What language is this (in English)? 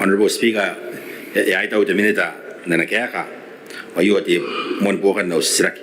Gilbertese